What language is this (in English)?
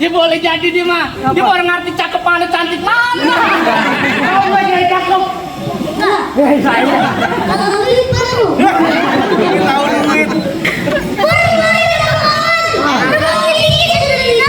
Betawi